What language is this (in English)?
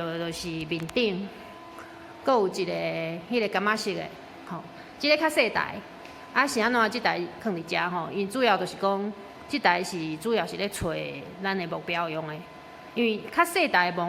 Min Nan Chinese